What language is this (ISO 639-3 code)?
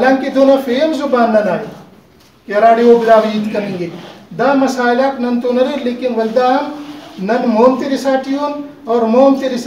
brh